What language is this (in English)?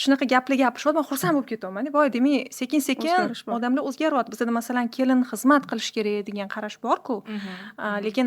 Uzbek